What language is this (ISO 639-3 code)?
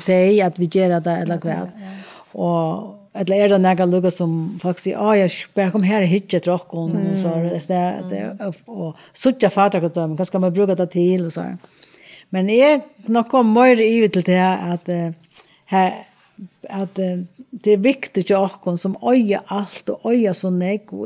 fao